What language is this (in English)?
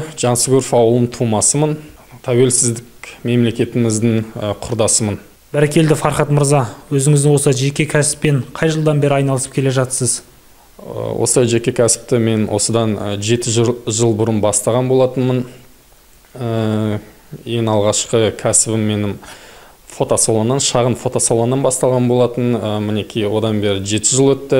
Kazakh